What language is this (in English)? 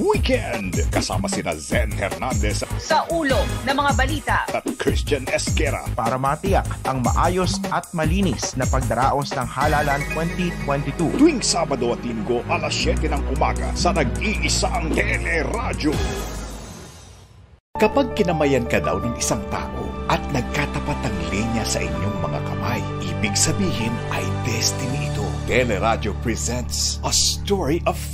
Filipino